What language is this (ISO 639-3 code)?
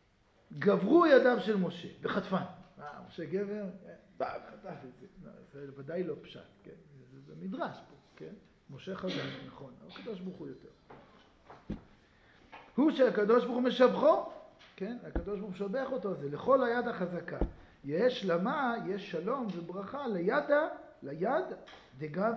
heb